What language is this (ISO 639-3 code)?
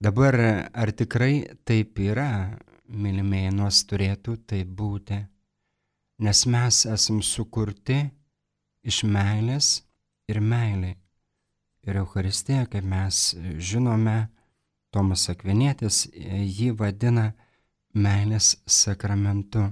lit